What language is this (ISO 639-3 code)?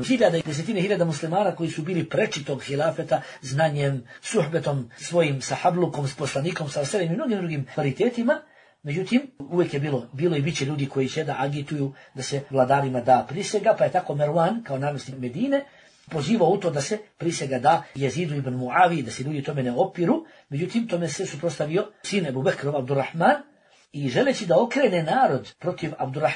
bos